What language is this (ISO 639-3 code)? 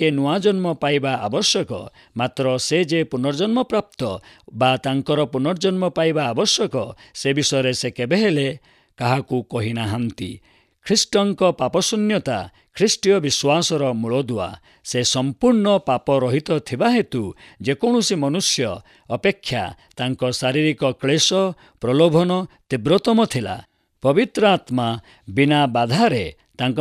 ori